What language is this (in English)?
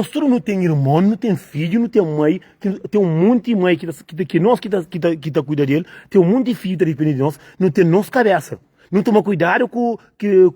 Kabuverdianu